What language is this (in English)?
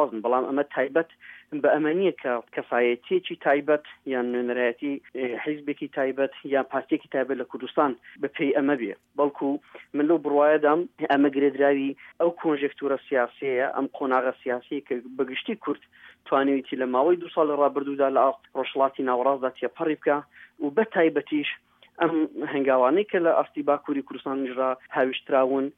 Central Kurdish